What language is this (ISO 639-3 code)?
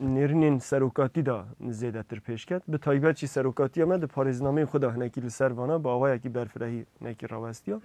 kur